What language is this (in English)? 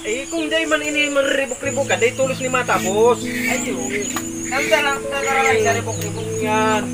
Bikol